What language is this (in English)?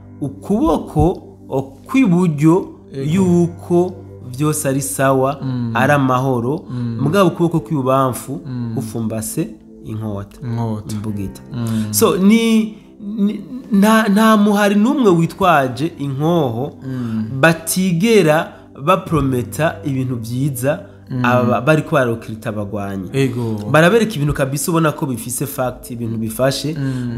Rundi